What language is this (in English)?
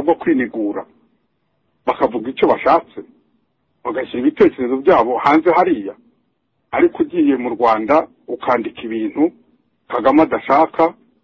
Kinyarwanda